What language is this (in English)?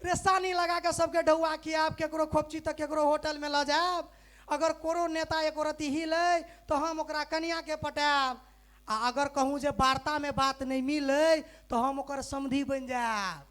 Maithili